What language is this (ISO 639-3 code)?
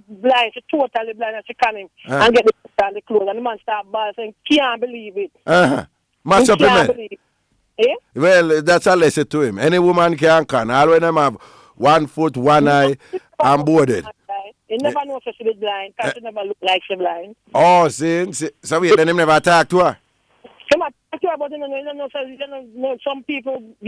jam